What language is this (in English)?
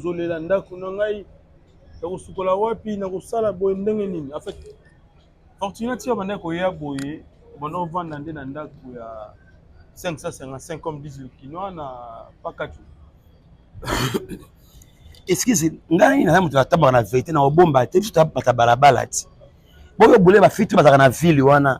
Lingala